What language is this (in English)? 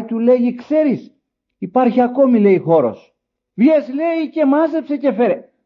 Greek